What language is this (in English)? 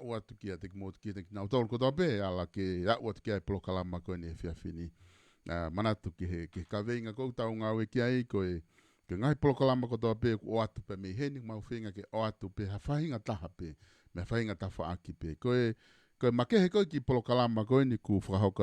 Tongan